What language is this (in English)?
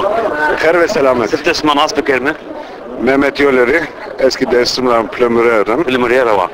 Zaza